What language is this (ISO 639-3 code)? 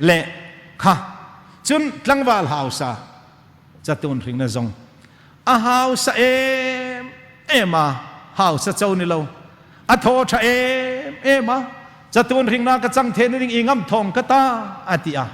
hmr